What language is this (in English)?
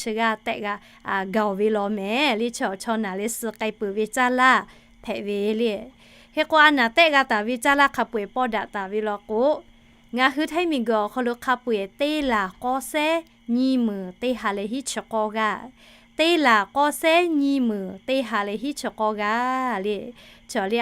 Lahu